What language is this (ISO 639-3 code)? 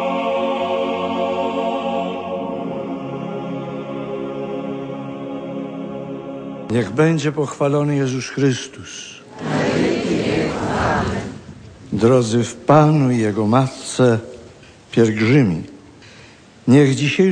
pol